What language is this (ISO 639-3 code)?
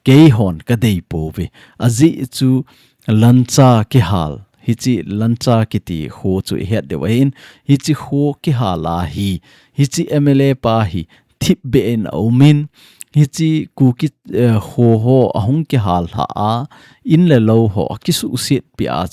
tcz